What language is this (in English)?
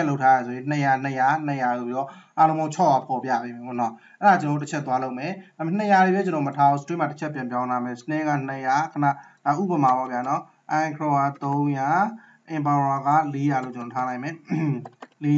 Burmese